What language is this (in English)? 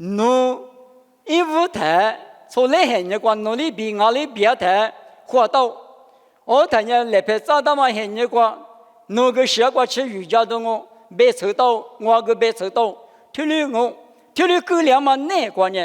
Lisu